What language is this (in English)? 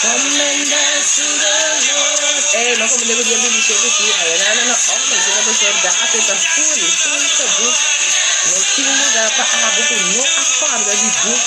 Papiamento